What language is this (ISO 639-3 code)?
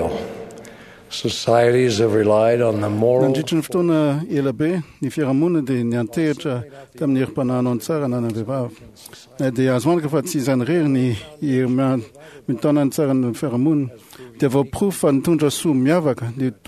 mlg